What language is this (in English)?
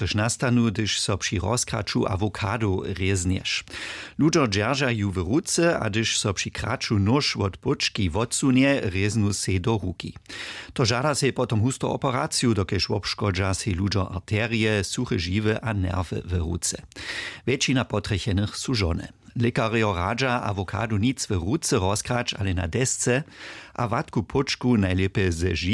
Upper Sorbian